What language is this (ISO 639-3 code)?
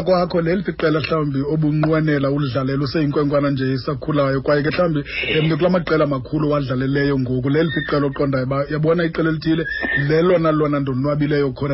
xho